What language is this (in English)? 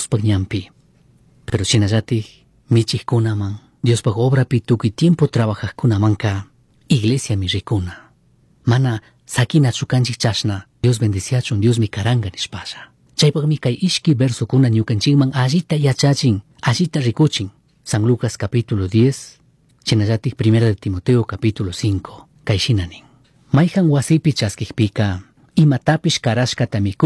Chimborazo Highland Quichua